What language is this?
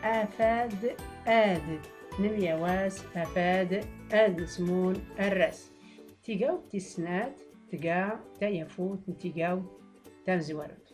Tachelhit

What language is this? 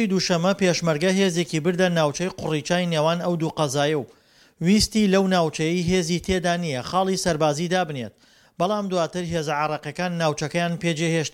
Central Kurdish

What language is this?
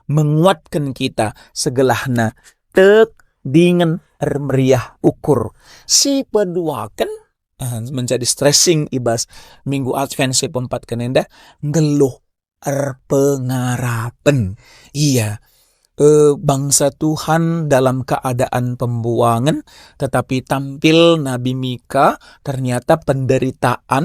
Batak Karo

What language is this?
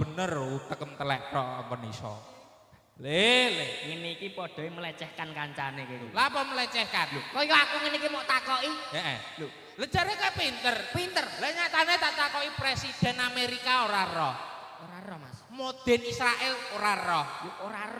Javanese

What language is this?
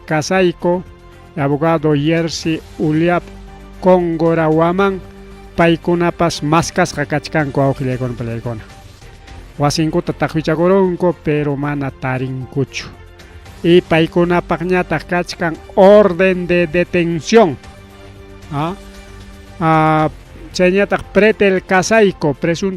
Ayacucho Quechua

